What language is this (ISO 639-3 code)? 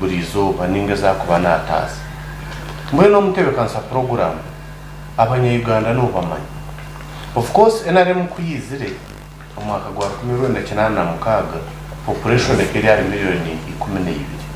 nyn